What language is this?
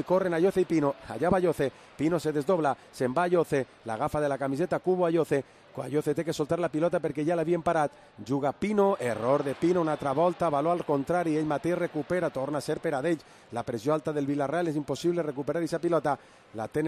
Catalan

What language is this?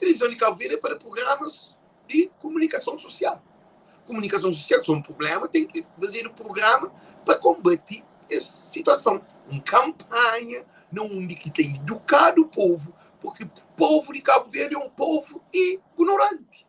Kabuverdianu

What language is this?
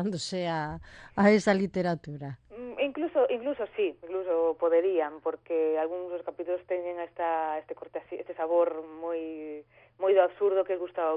Galician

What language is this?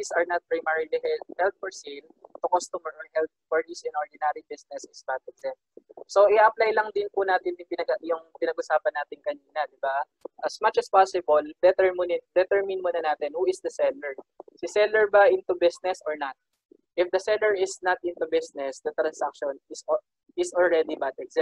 Filipino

